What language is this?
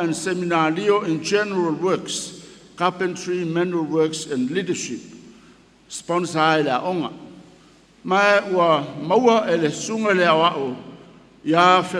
Samoan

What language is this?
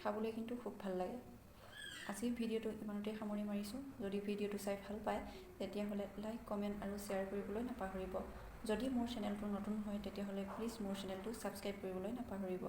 Assamese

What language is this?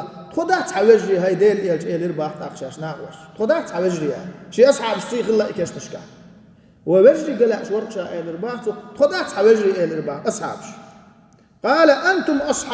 Chechen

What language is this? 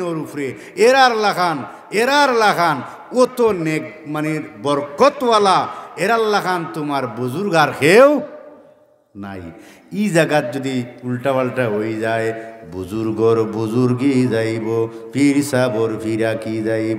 Sylheti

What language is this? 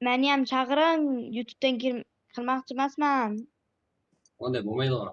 Kara-Kalpak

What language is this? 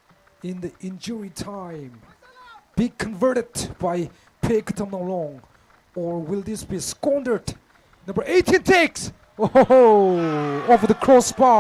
Tangkhul Naga (India)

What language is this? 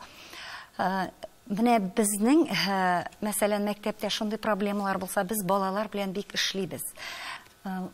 Tatar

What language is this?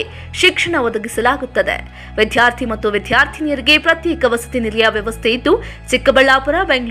Kannada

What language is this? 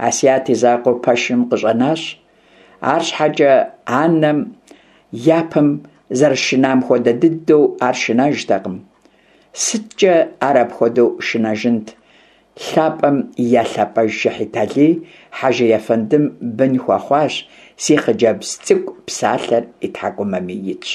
Kabardian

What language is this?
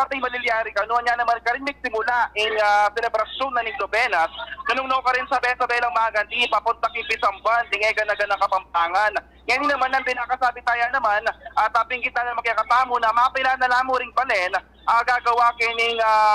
Pampanga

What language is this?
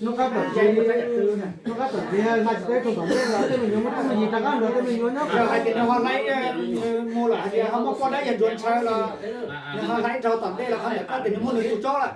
Hmong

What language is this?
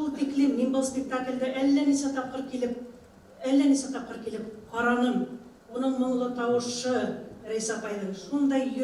Bashkir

